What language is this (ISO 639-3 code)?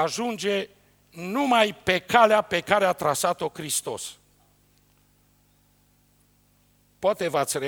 ron